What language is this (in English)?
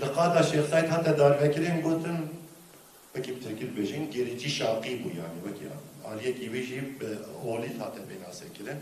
Kurdish